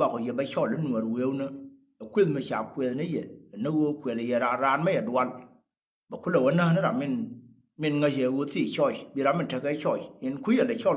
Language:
Nuer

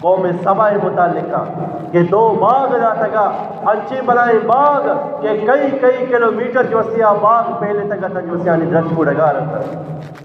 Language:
Eastern Balochi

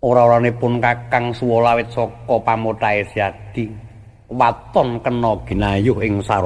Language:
Javanese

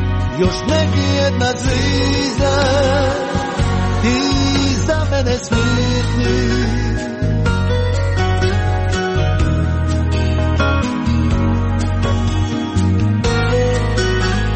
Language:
Croatian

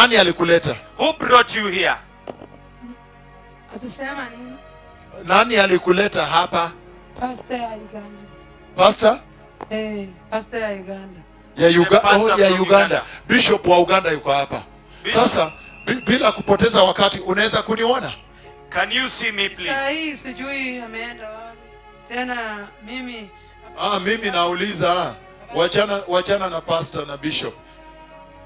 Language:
Swahili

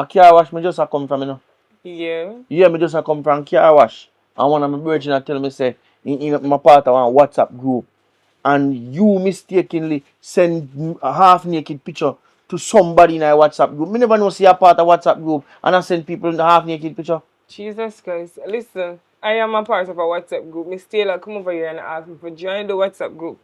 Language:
Jamaican Creole English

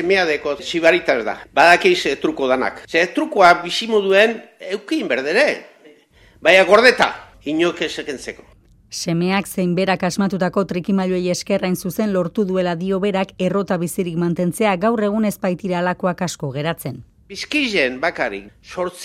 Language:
Basque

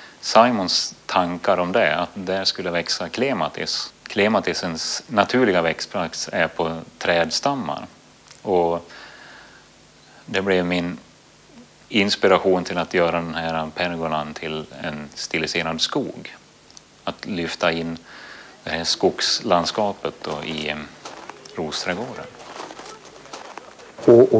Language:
Swedish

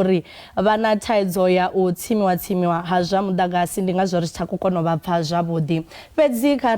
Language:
Venda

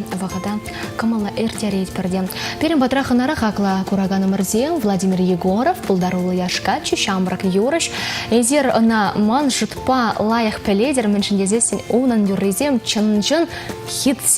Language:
Chuvash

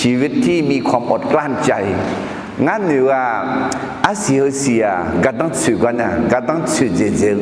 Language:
Akha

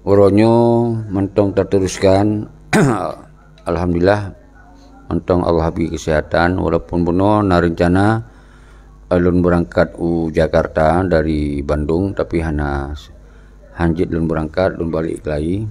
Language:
Achinese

